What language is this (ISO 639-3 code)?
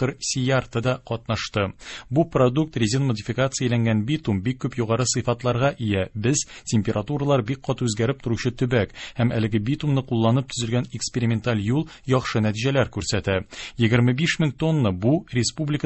tat